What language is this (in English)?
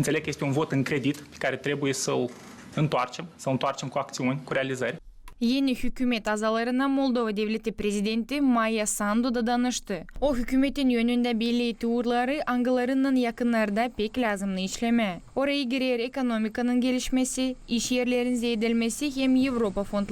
Gagauz